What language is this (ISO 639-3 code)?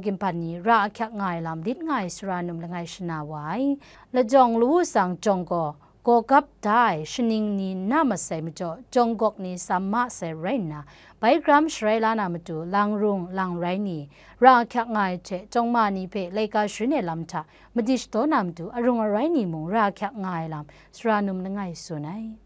kac